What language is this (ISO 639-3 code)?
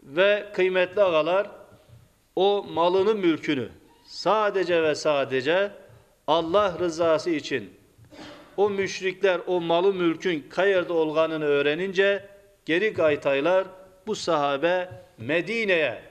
crh